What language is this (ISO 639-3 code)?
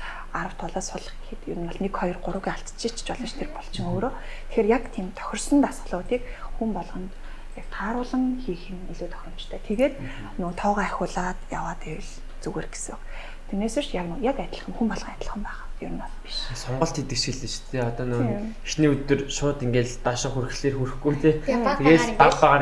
mon